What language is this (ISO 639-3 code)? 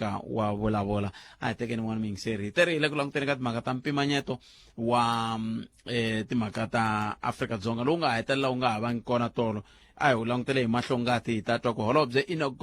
tso